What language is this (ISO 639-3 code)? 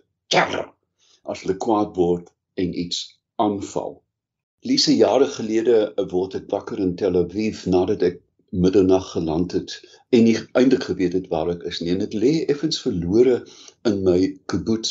afr